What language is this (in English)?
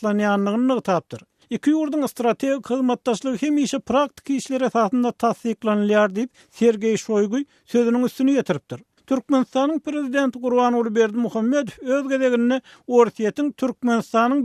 Turkmen